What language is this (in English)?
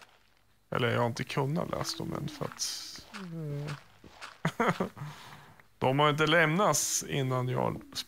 Swedish